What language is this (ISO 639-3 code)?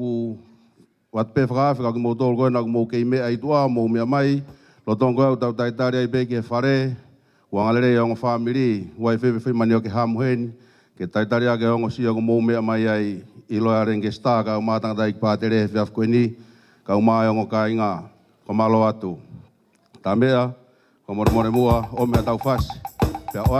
ton